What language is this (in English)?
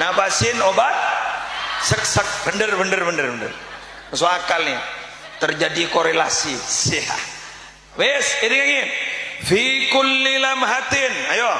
Madurese